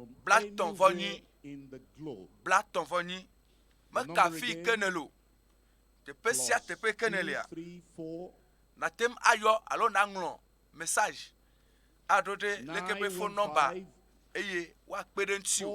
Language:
Ewe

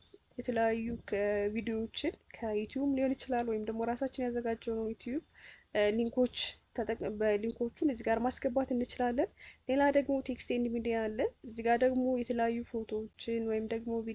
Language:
Amharic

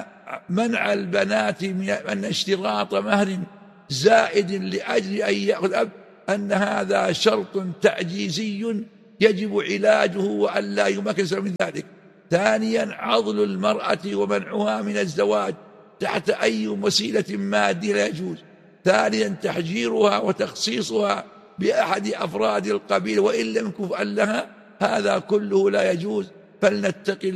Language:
Arabic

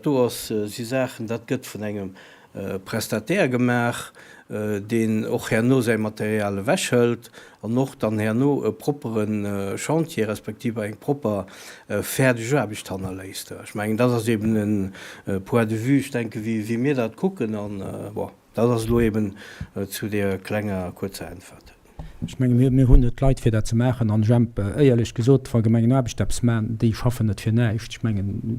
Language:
Luxembourgish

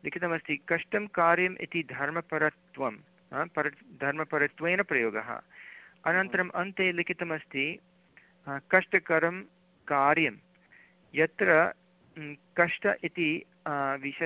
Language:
Sanskrit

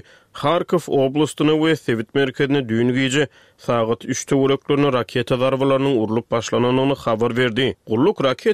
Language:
Turkmen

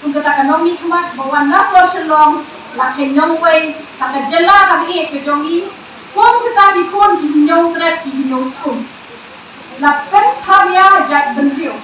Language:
Khasi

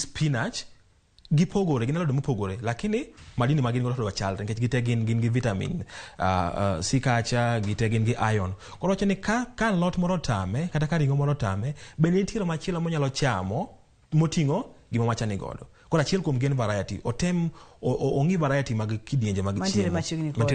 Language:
Luo (Kenya and Tanzania)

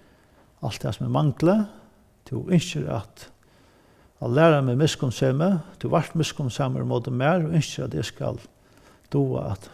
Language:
Faroese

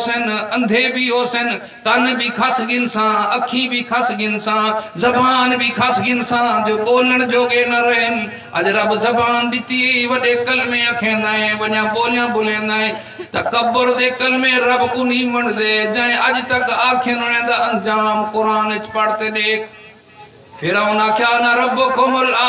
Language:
Saraiki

